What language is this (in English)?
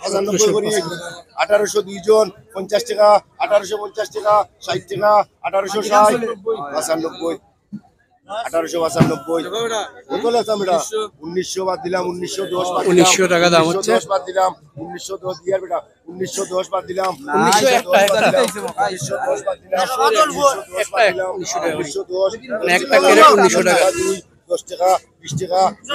Sylheti